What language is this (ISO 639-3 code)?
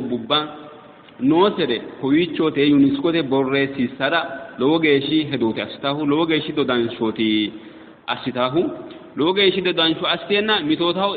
sid